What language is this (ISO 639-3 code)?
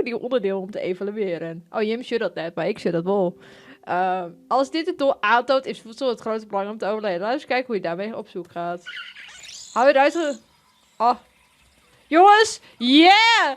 fry